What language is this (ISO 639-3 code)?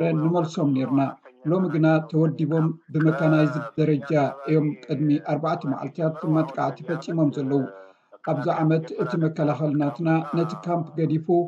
tir